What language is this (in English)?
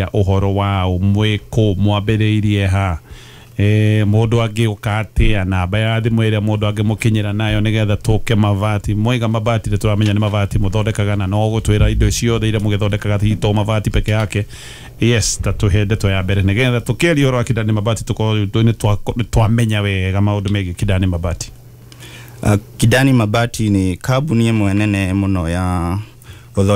Kikuyu